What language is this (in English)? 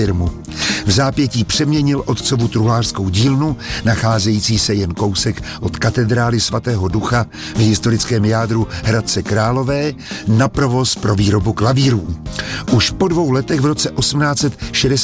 Czech